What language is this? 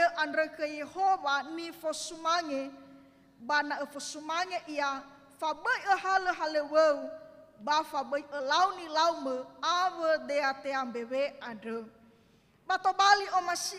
Nias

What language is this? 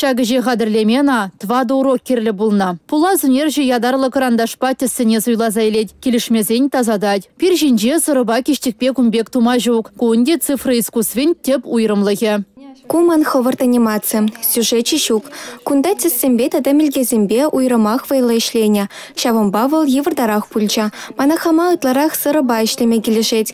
Chuvash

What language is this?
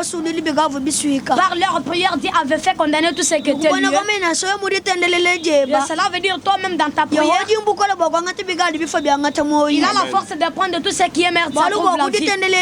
Luba-Lulua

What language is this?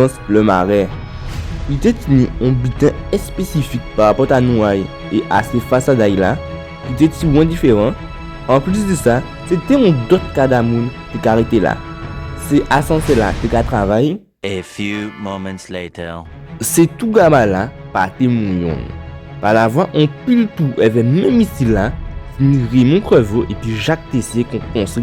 Guadeloupean Creole French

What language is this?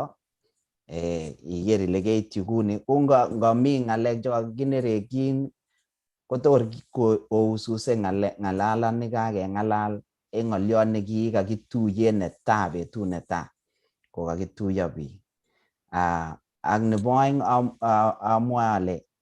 Kalenjin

